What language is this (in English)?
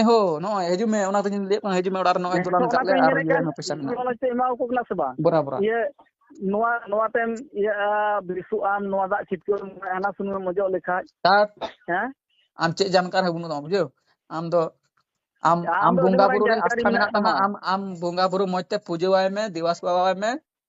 Santali